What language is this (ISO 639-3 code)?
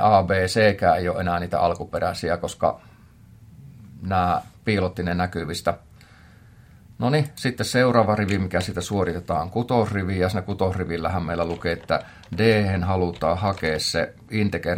fin